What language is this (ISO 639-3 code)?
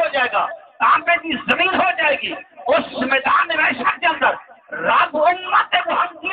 skr